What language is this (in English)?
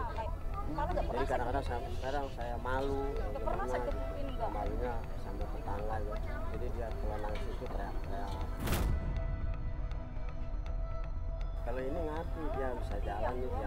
Indonesian